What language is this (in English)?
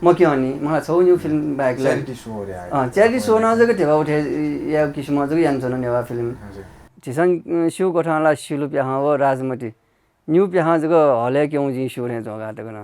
Newari